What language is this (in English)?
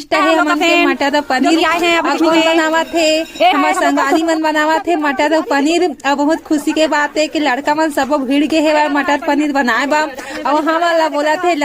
Chhattisgarhi